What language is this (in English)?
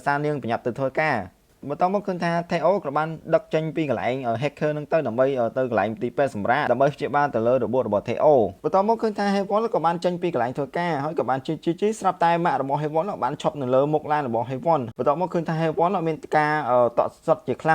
Khmer